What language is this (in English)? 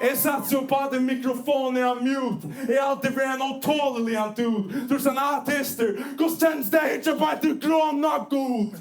Faroese